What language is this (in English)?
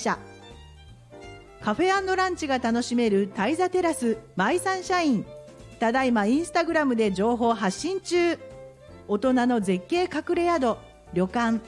Japanese